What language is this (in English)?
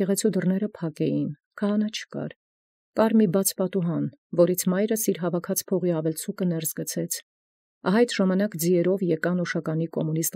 Armenian